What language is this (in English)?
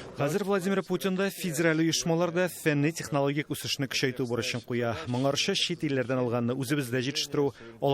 Tatar